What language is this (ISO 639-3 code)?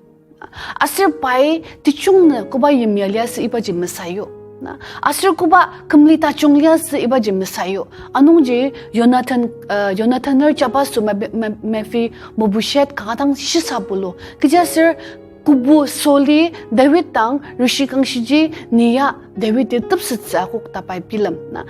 njo